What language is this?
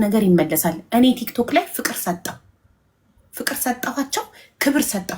Amharic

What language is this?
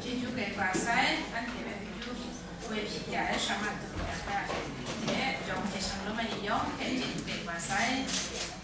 Kachin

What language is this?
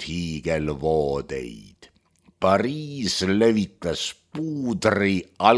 Estonian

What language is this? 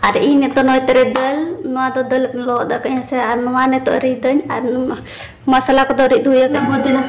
Santali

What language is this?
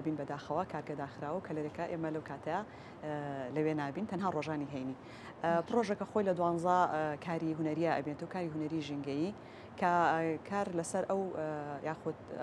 Central Kurdish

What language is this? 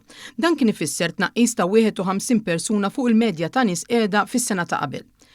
Maltese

